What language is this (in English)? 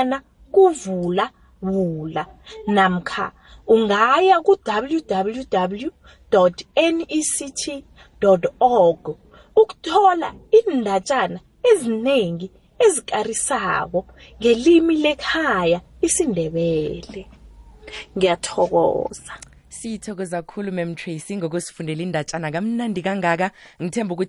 South Ndebele